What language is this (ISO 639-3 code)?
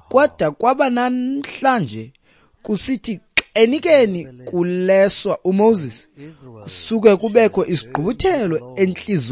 xho